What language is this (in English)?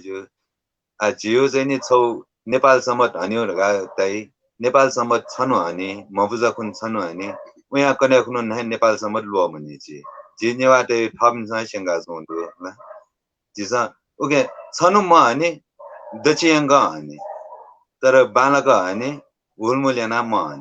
Newari